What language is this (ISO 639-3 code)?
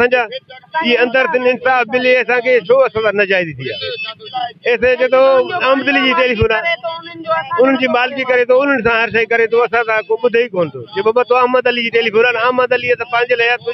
snd